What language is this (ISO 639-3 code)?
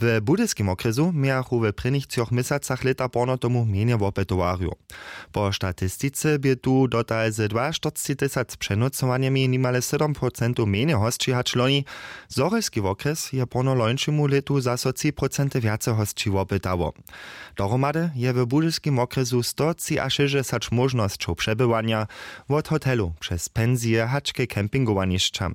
hsb